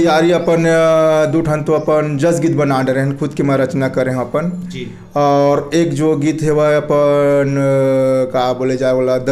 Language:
Chhattisgarhi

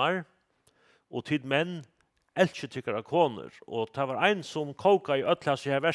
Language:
Faroese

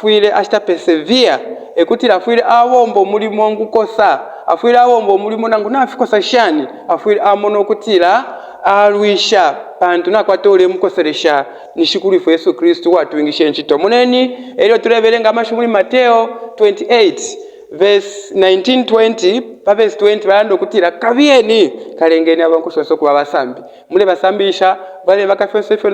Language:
Bemba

